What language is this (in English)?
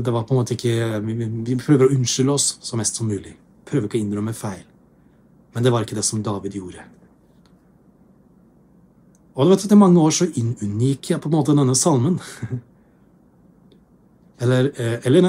Norwegian